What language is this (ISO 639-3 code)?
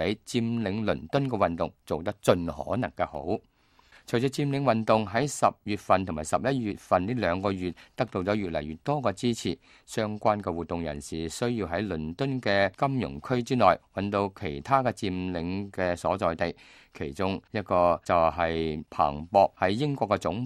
yue